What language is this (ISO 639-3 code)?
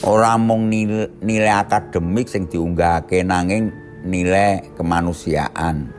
jav